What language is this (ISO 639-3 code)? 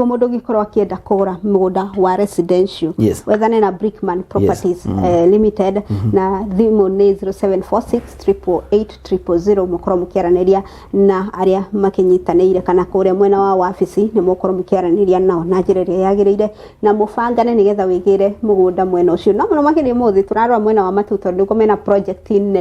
kik